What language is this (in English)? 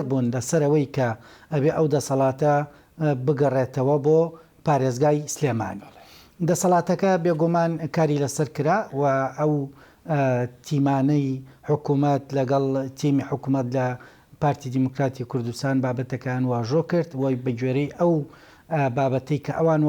Central Kurdish